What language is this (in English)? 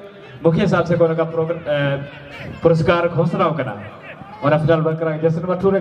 Santali